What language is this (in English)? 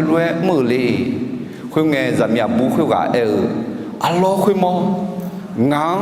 Akha